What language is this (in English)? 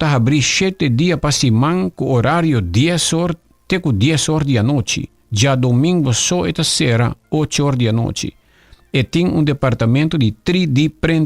Papiamento